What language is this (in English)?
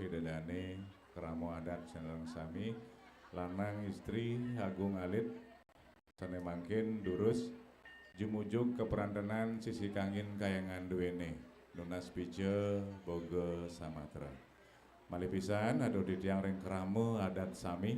Balinese